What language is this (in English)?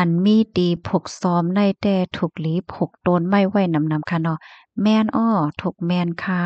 Shan